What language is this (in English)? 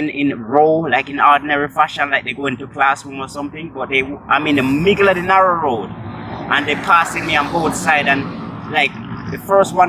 Jamaican Creole English